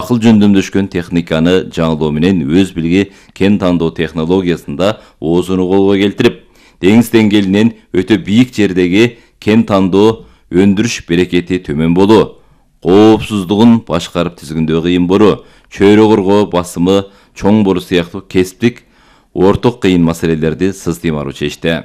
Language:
Kyrgyz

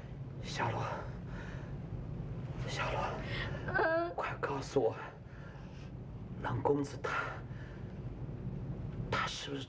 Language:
Chinese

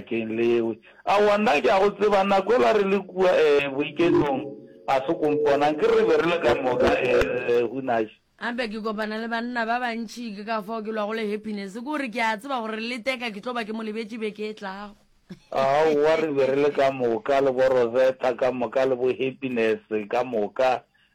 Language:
Northern Sotho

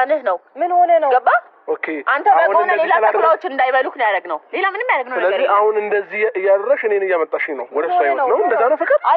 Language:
Amharic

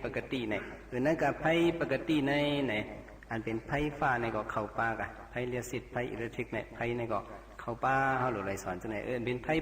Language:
Shan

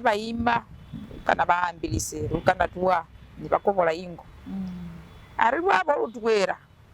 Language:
Masaaba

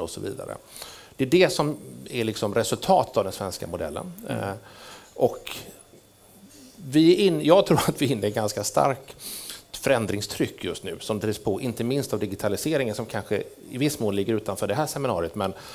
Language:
Swedish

